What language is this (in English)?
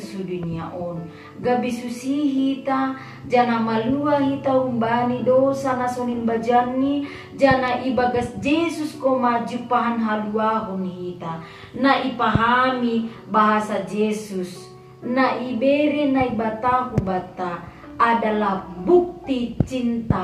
Batak Simalungun